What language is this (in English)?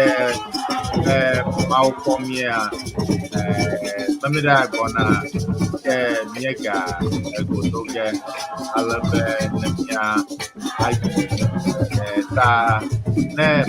Ewe